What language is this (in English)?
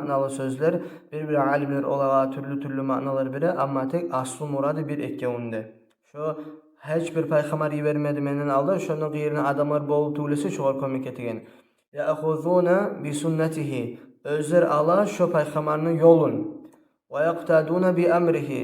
Kumyk